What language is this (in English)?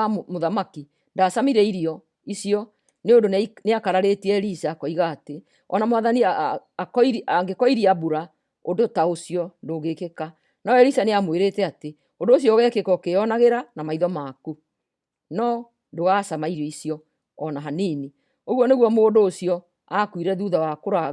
Kikuyu